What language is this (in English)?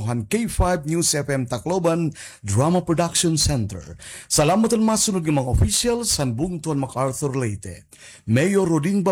Waray